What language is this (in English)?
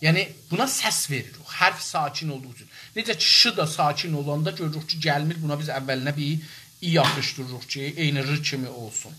South Azerbaijani